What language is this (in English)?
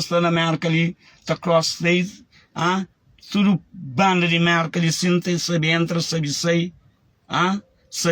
Kabuverdianu